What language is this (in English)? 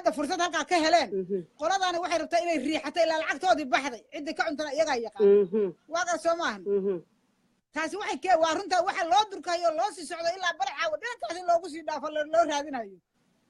Somali